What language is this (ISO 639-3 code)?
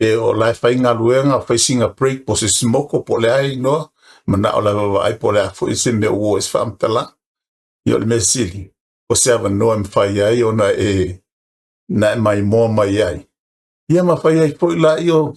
smo